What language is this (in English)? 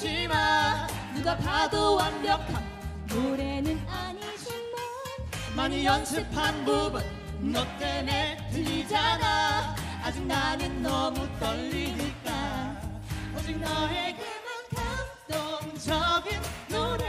Korean